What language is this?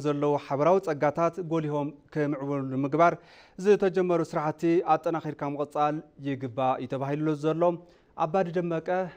Tigrinya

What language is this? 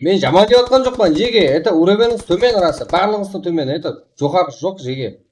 Kara-Kalpak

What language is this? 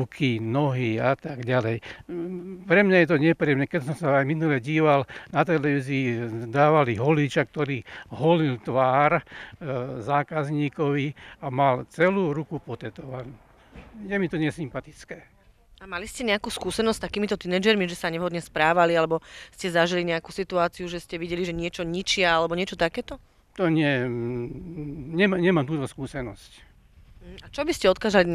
Slovak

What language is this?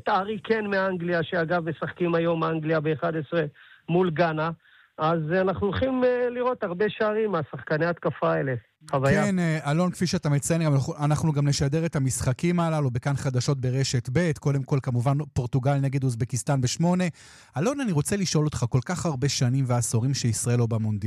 Hebrew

